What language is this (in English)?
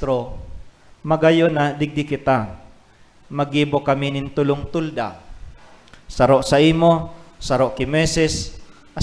Bikol